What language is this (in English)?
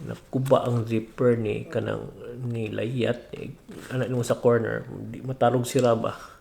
Cebuano